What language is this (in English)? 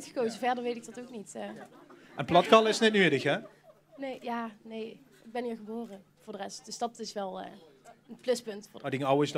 Limburgish